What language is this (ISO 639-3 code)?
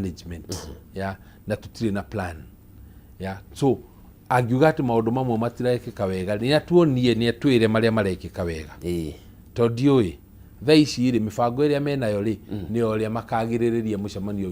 kik